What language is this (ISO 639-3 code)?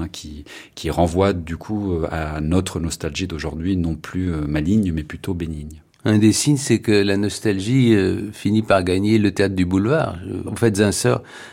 fra